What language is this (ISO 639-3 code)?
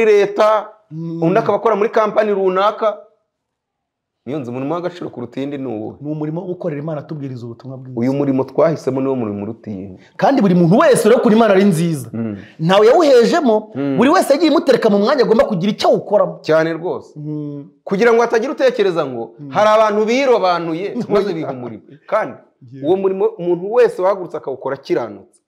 kin